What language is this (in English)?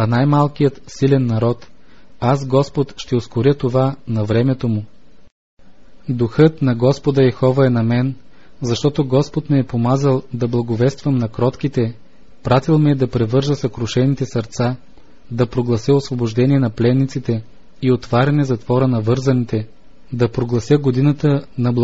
Bulgarian